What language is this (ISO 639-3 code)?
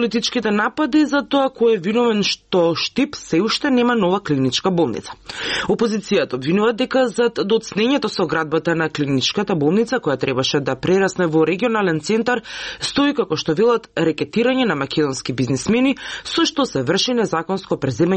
mkd